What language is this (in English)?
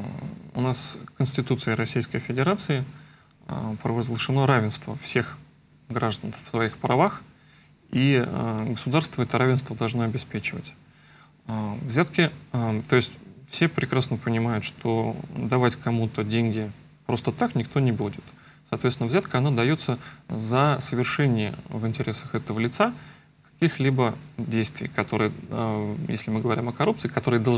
Russian